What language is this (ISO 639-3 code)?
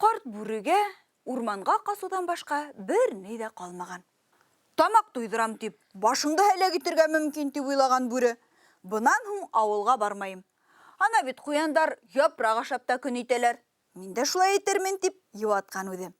bak